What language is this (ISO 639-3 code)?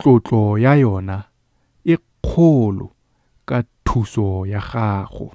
tsn